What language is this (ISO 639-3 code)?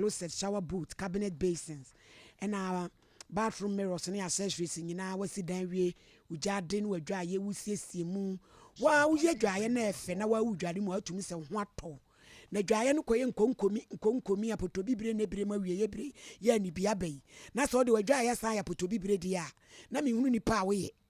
aka